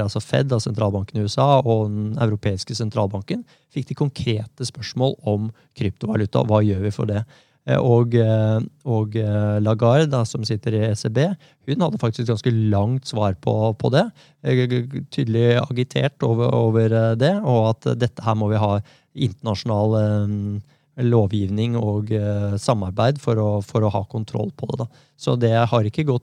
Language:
Norwegian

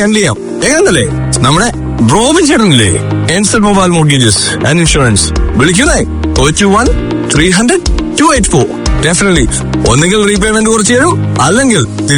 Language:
Malayalam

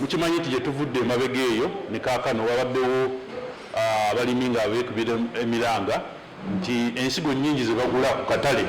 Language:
Ganda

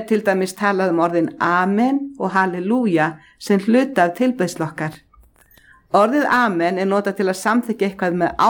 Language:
Icelandic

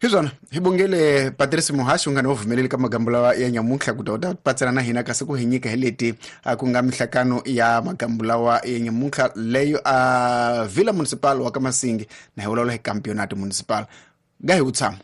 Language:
Tsonga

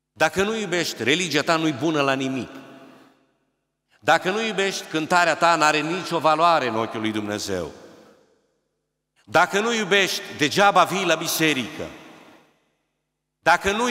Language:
Romanian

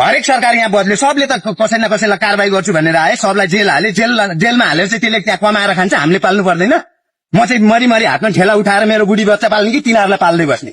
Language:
Nepali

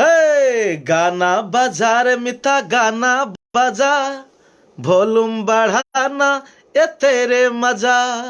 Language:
Maithili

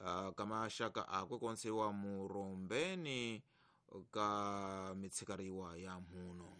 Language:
Tsonga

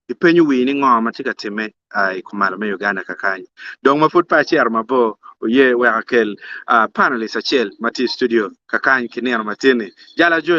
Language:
Acoli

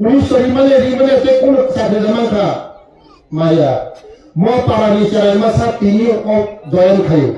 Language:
Kok Borok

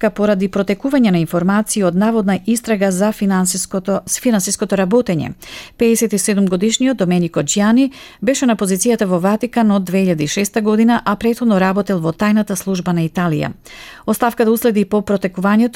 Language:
Macedonian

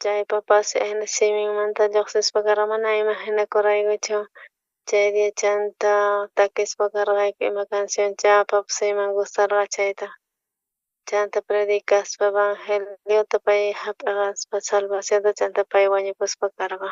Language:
South Bolivian Quechua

